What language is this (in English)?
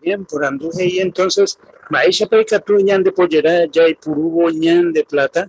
Guarani